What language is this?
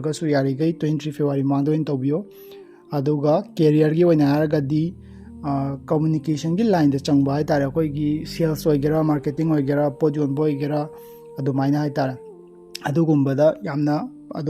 Manipuri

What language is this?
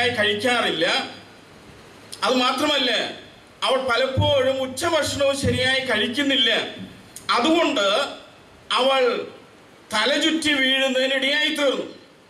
Malayalam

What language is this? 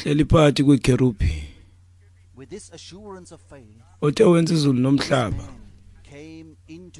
Xhosa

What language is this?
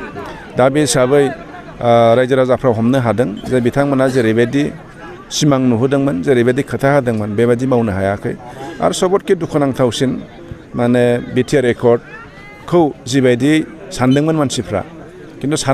Bodo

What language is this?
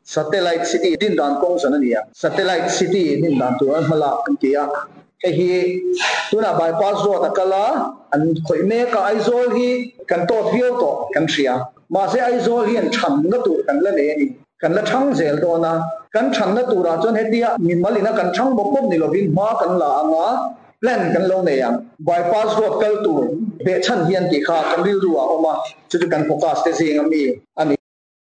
Mizo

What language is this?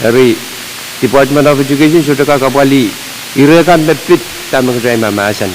Pohnpeian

